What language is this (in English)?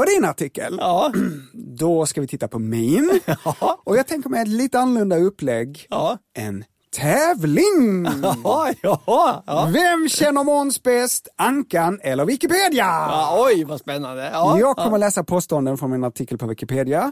Swedish